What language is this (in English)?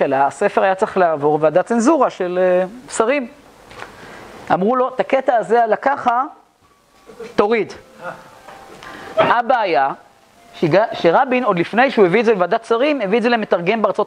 Hebrew